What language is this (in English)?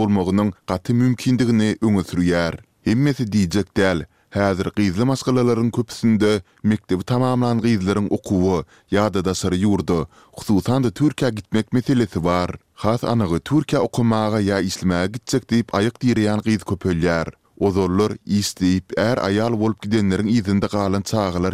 Turkmen